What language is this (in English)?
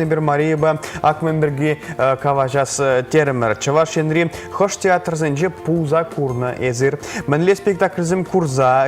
Chuvash